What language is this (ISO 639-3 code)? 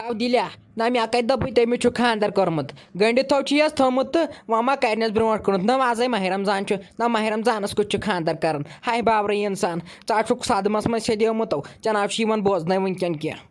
kas